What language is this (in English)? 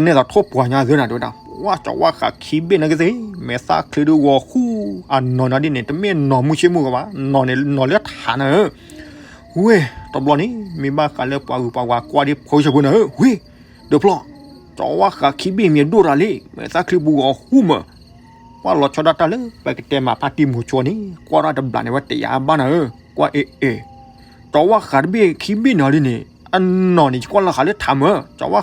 S'gaw Karen